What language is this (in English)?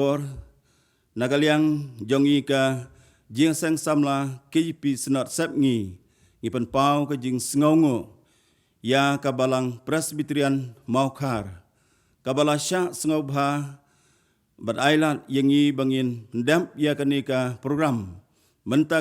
Khasi